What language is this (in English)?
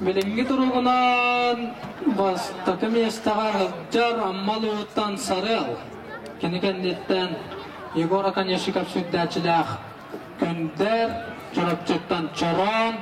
Yakut